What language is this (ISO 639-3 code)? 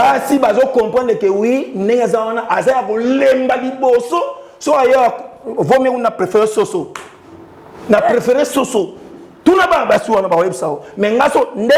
lin